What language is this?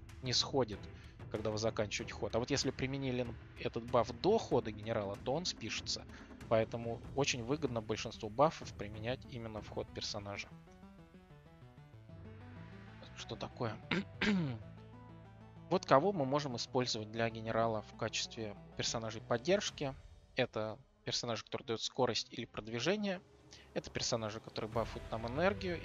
Russian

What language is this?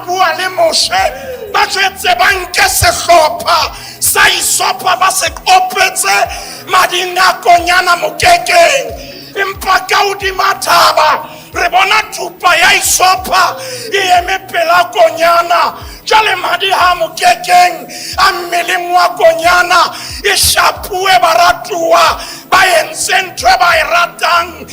Southern Sotho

